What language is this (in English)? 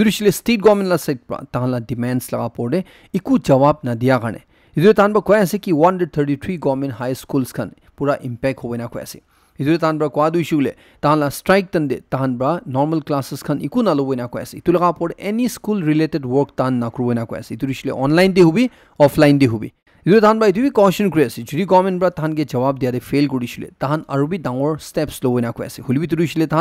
Naga Pidgin